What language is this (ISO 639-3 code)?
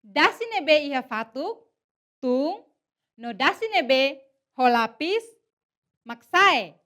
tet